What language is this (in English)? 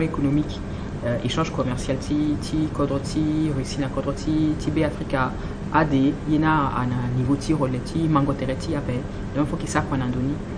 Sango